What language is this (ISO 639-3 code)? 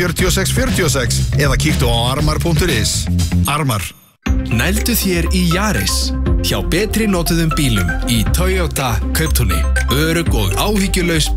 isl